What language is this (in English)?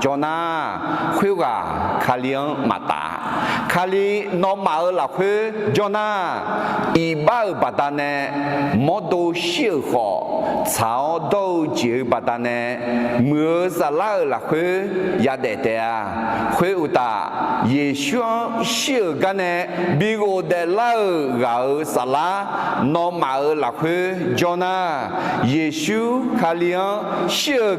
Akha